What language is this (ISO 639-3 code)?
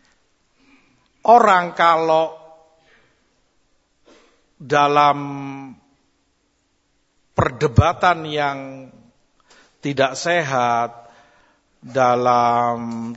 ind